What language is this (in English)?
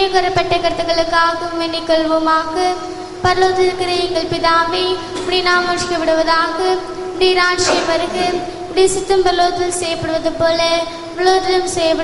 Tamil